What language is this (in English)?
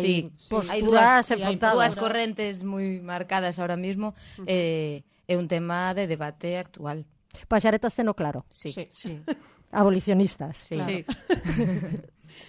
Galician